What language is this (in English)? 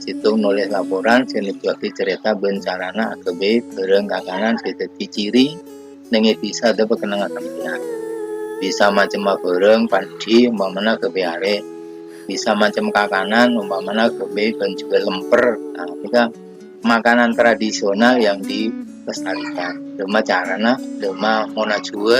Madurese